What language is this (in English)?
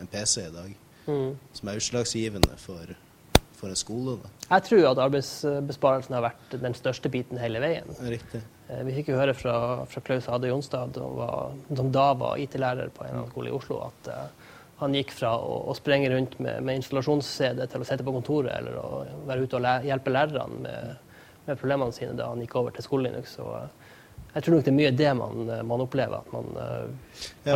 Norwegian